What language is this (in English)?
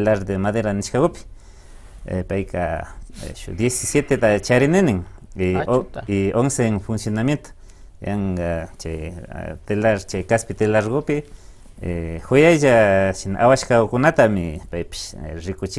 Imbabura Highland Quichua